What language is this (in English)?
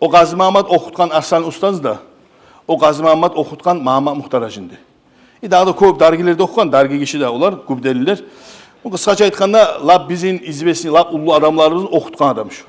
Kumyk